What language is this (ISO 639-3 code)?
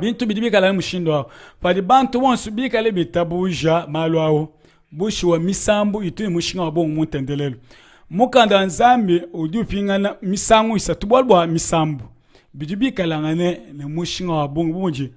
lua